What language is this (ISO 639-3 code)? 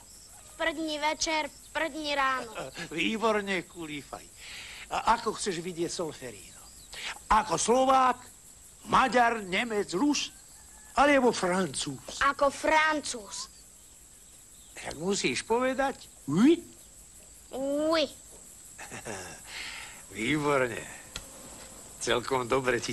slk